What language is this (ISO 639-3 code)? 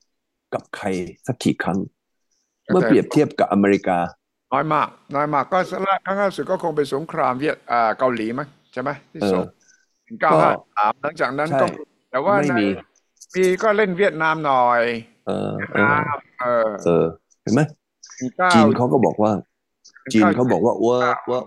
tha